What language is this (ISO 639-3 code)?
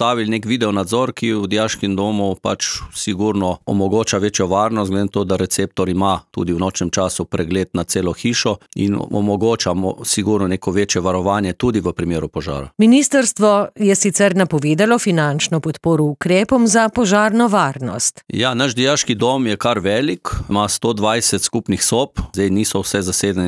slv